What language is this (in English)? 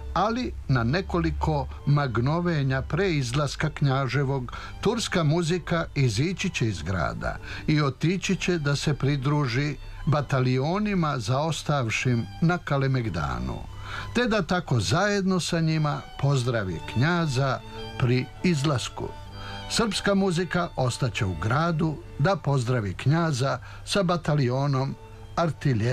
Serbian